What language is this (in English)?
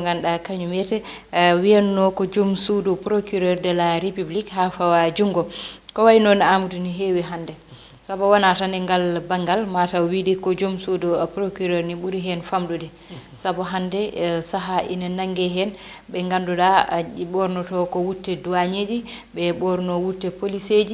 Fula